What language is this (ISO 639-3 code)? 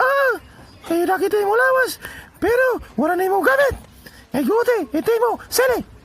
war